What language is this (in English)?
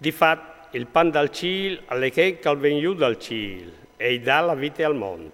Friulian